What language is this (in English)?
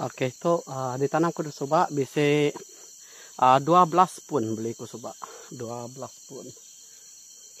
Iban